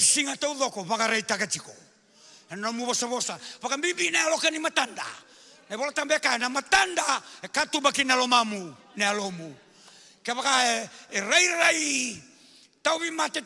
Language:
Fijian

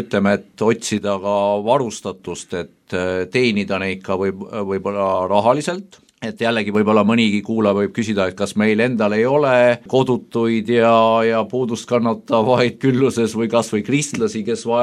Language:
Estonian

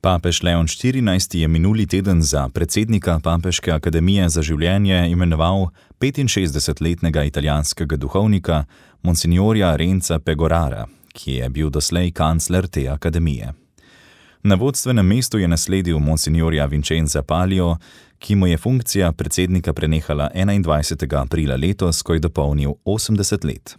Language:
Slovenian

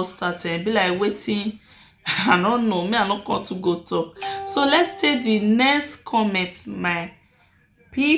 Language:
Nigerian Pidgin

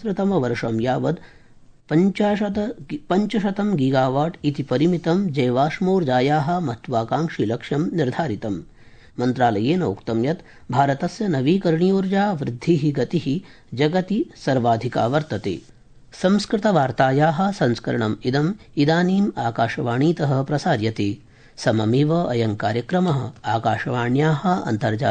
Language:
Sanskrit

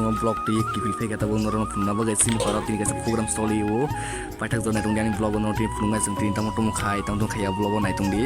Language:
Kok Borok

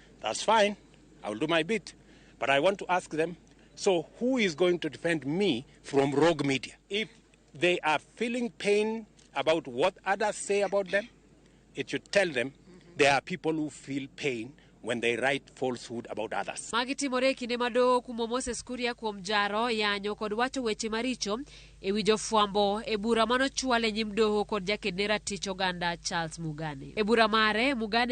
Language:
Luo (Kenya and Tanzania)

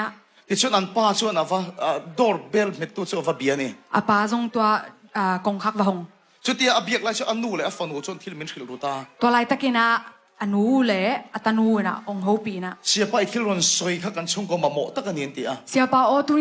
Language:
Tedim Chin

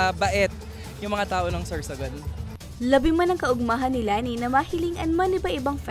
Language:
Bikol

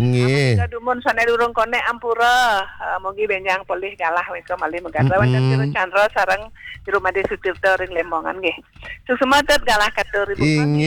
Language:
Balinese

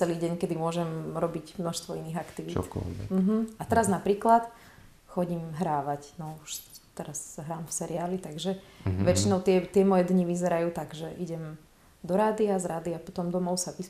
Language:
Slovak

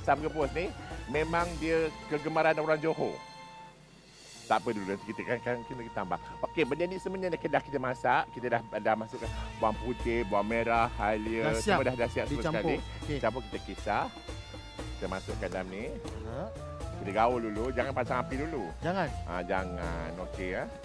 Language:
Malay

